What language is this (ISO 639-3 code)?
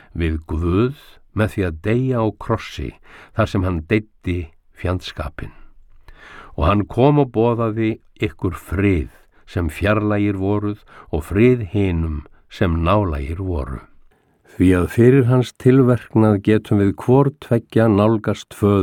isl